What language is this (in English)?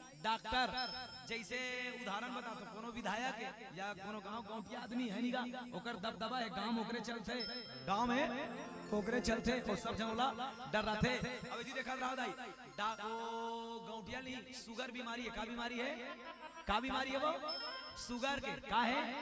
Chhattisgarhi